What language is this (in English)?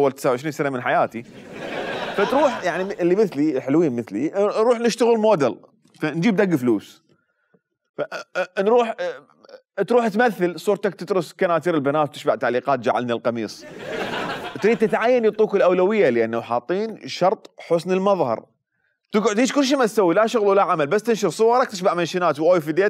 Mesopotamian Arabic